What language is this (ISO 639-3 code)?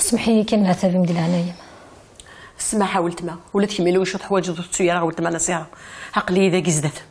kab